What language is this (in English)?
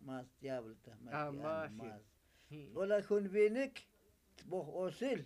Tzotzil